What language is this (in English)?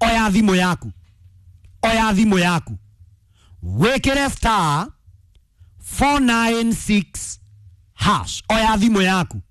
Kikuyu